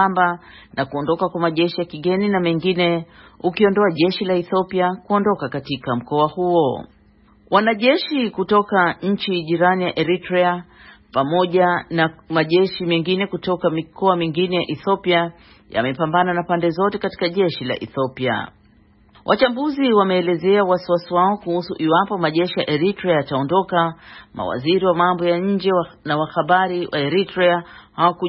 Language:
Swahili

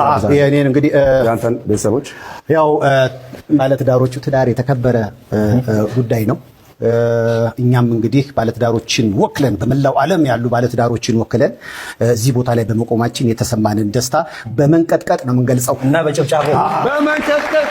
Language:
Amharic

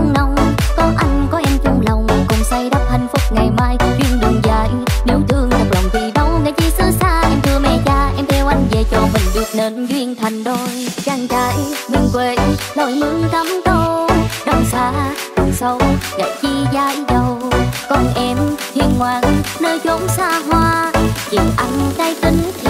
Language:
Vietnamese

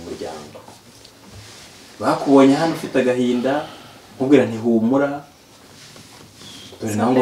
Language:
Kinyarwanda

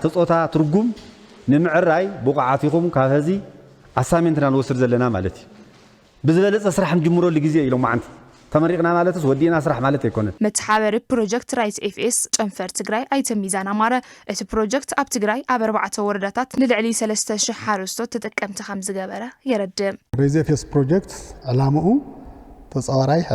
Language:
Tigrinya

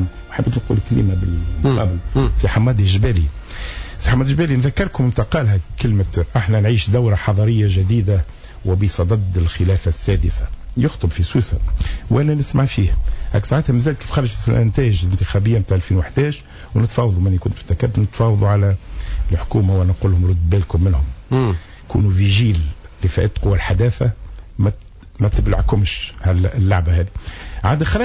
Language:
Tunisian Arabic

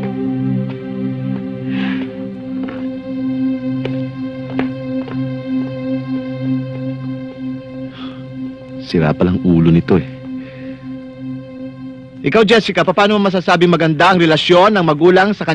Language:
Filipino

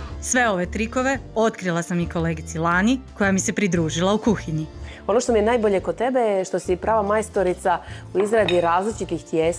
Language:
Croatian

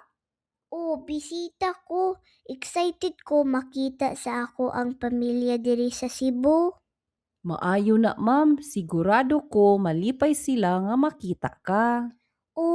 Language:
Cebuano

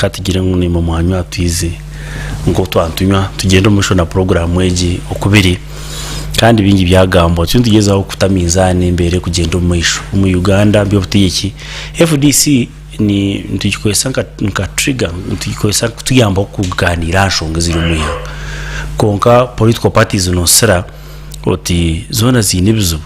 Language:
Nyankole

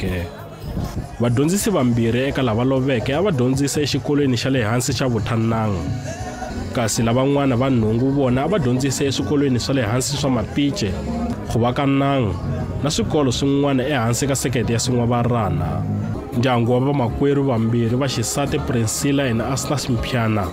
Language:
Tsonga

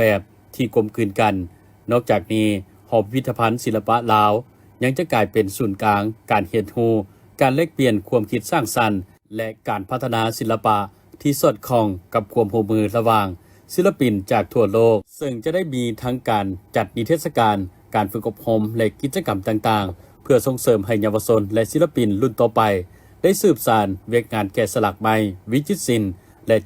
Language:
Lao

